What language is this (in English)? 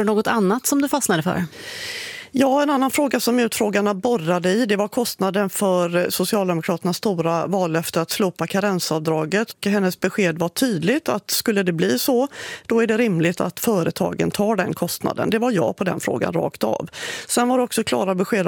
Swedish